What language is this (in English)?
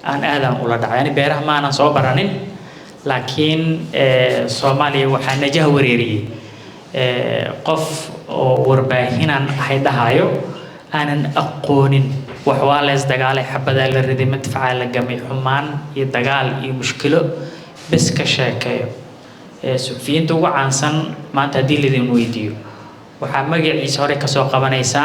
Somali